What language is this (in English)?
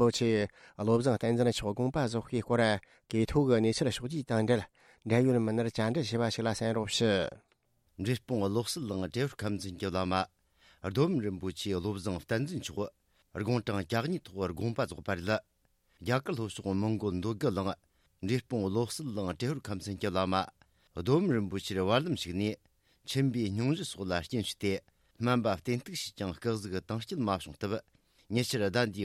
Tibetan